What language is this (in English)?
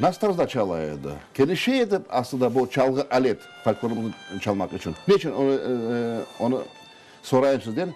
Crimean Tatar